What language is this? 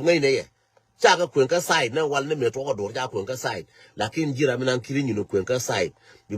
Nuer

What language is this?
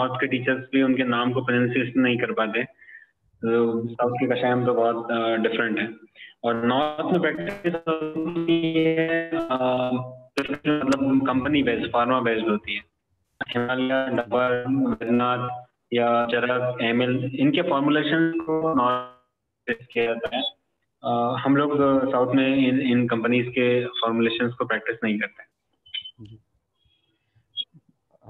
Hindi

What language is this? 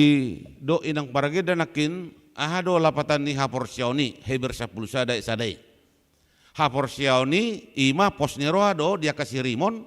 Batak Toba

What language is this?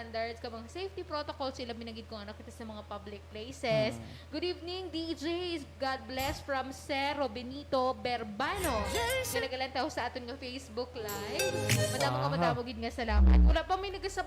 Hiligaynon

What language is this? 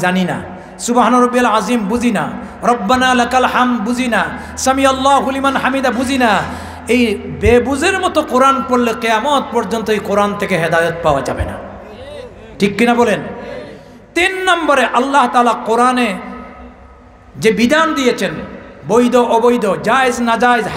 Bangla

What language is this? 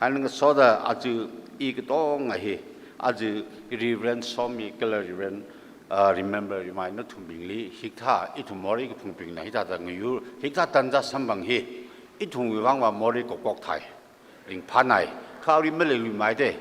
Tangkhul Naga (India)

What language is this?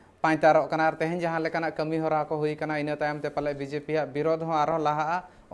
Santali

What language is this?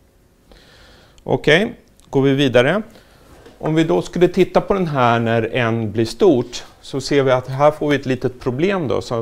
Swedish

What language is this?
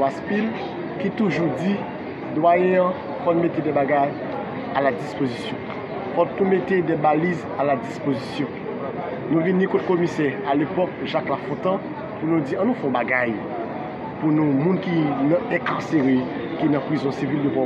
Haitian Creole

